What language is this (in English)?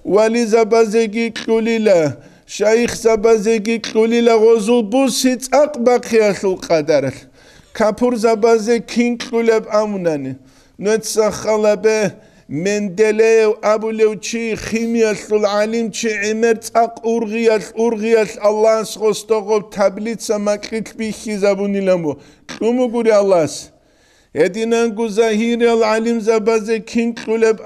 Avaric